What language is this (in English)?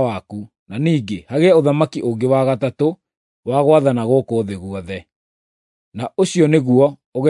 Kikuyu